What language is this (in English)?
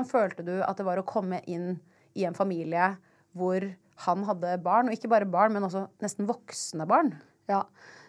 Norwegian